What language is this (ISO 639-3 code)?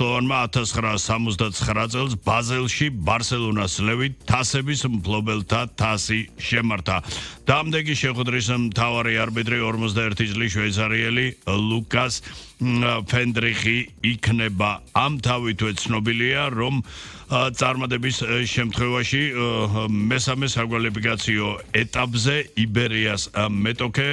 kat